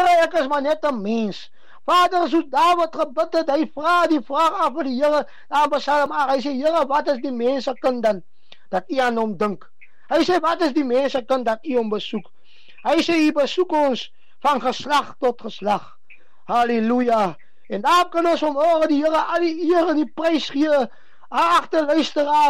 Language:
Afrikaans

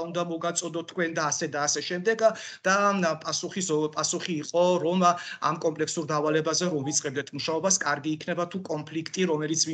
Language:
Georgian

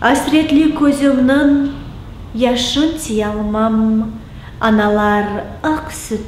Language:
Crimean Tatar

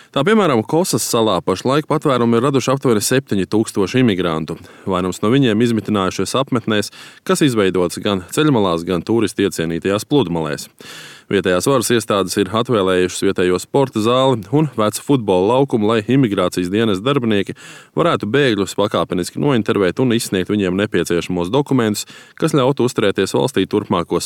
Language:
Latvian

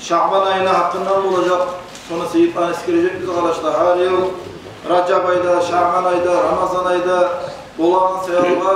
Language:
Kumyk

